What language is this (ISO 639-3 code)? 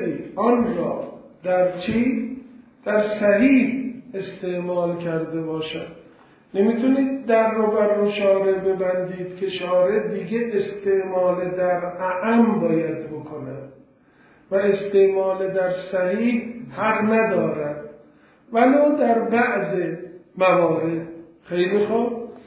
fas